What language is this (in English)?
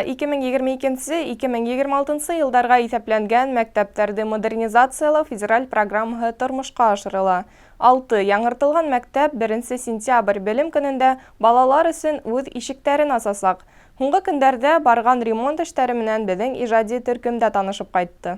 Bashkir